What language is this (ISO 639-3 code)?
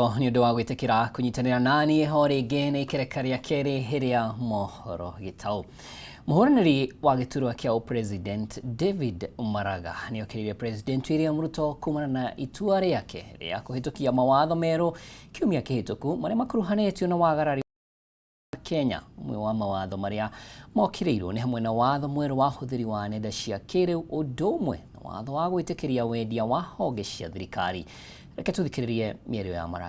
kik